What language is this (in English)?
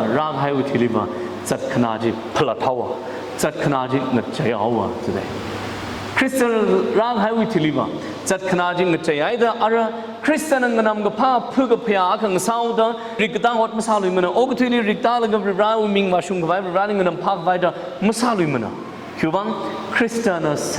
Tangkhul Naga (India)